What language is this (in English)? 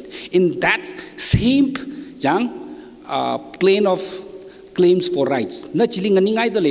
Tangkhul Naga (India)